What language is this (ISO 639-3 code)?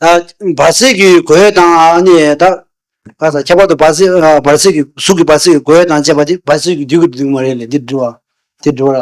bod